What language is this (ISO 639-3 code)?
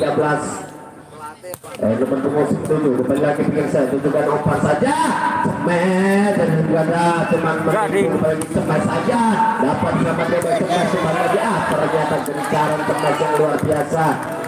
ind